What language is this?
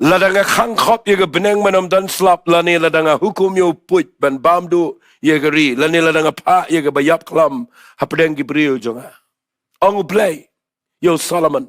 Khasi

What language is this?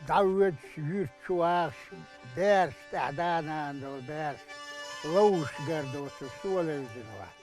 Chechen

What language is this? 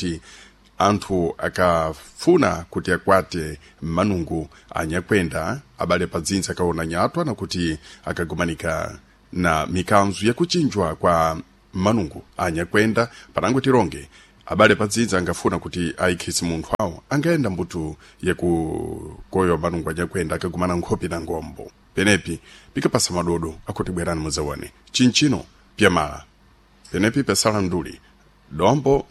Sena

